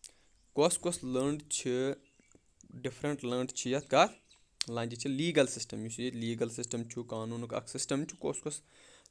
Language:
Kashmiri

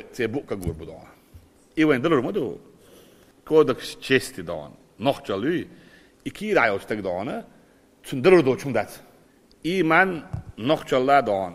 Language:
Chechen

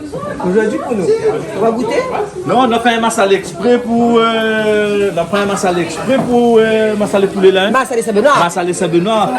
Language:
Réunion Creole French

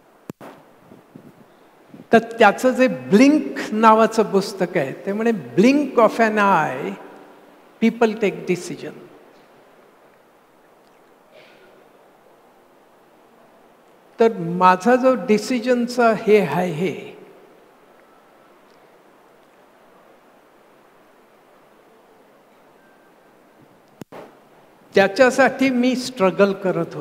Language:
Marathi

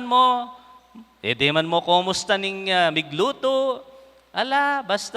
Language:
Pampanga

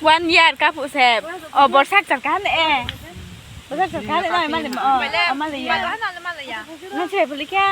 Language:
Riang (India)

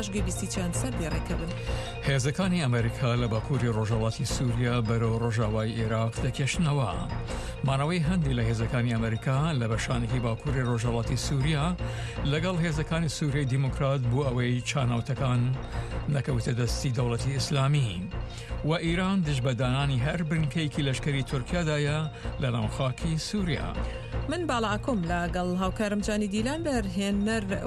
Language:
Central Kurdish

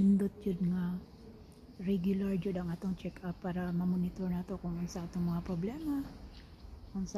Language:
Cebuano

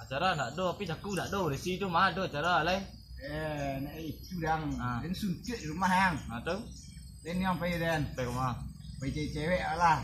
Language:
Minangkabau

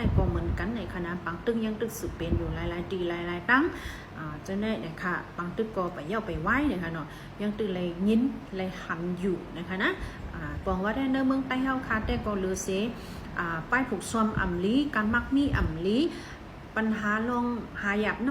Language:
Shan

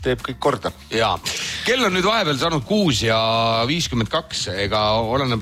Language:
Estonian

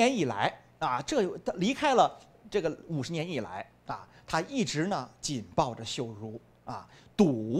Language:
Chinese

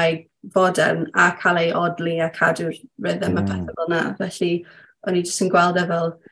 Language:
Welsh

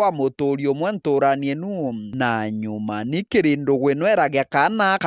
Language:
Meru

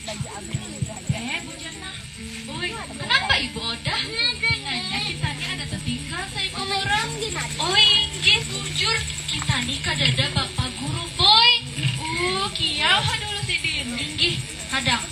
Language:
Banjar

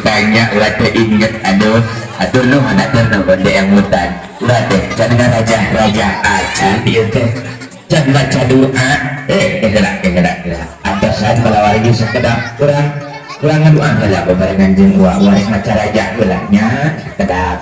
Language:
Sundanese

